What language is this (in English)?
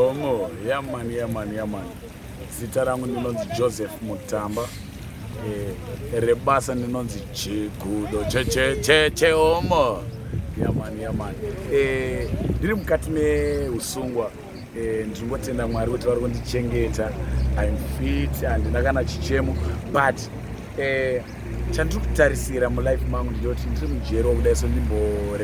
Shona